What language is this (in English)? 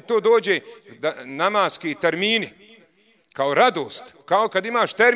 Bosnian